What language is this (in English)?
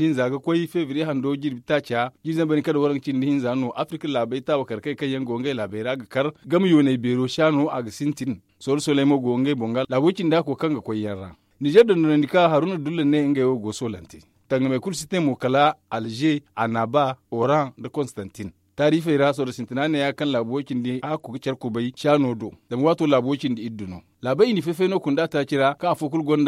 Zarma